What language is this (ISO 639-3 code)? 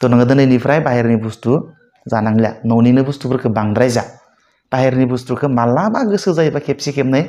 brx